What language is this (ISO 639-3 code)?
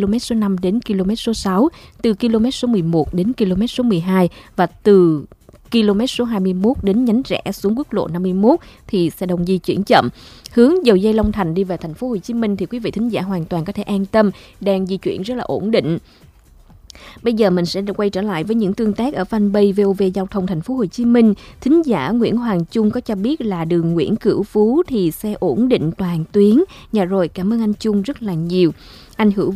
vie